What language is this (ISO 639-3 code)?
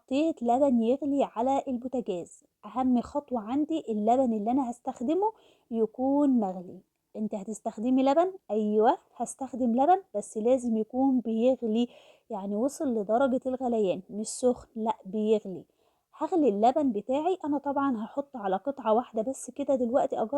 arz